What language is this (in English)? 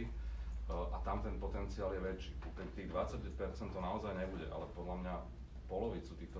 Slovak